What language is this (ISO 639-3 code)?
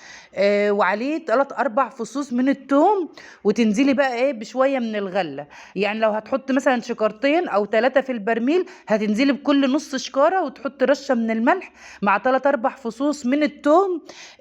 arz